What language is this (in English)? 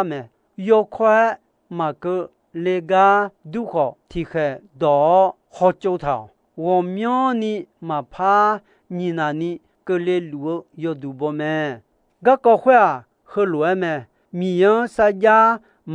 Akha